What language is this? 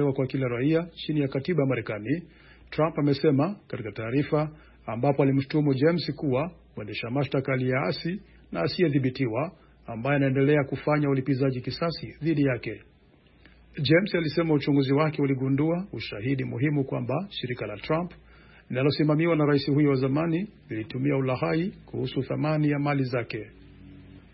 Swahili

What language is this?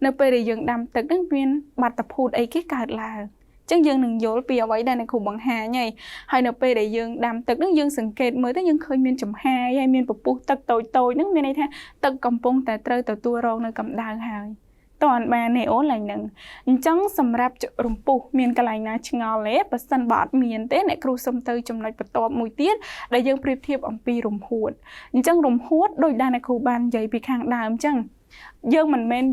Khmer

